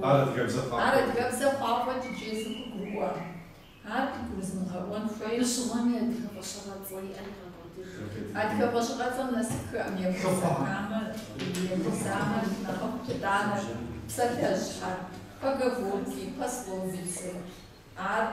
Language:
Kabardian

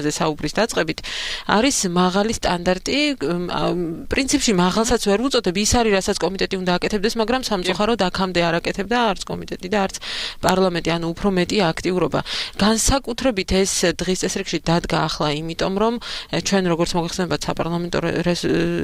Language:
Georgian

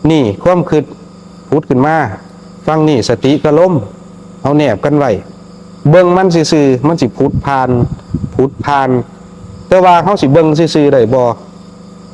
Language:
Northeastern Thai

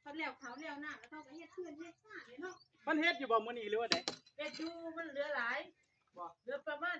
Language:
Northeastern Thai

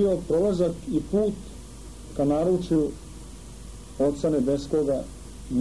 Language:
Serbian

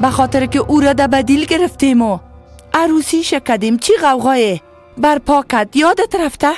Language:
Persian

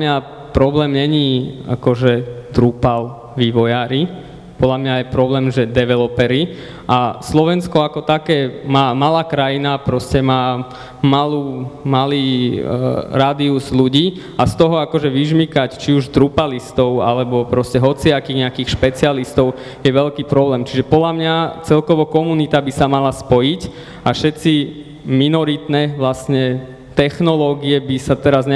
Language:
Slovak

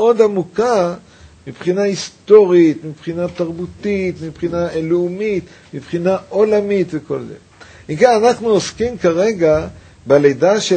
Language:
Hebrew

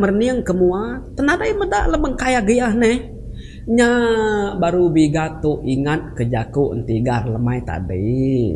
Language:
Iban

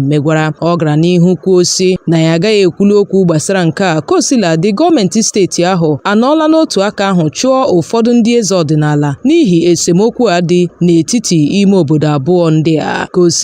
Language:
Igbo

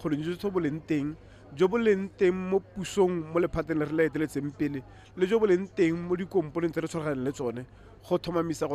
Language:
Tswana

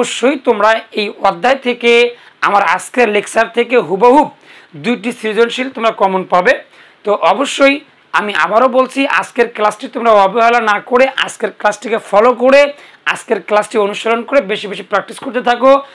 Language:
Bangla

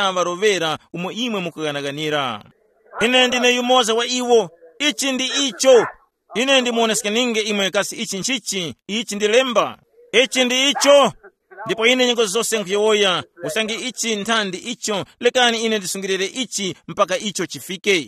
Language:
Tumbuka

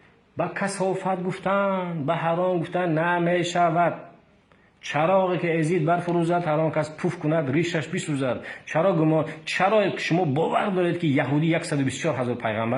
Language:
Tajik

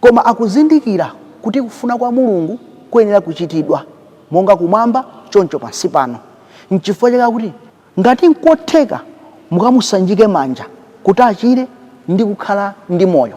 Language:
Nyanja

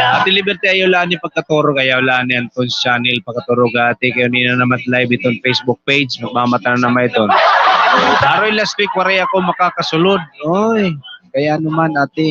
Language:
Waray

